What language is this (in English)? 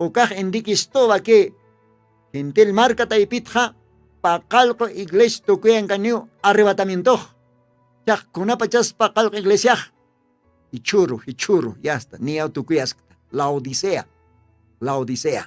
Aymara